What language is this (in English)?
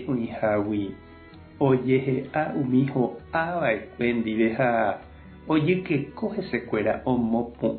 Guarani